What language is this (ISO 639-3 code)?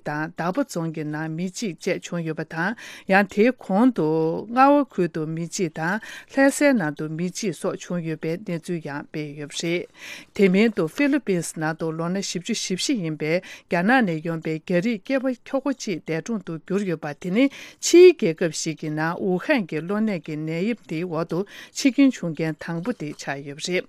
bod